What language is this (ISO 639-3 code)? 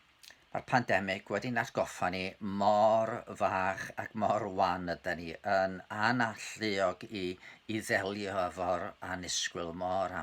cym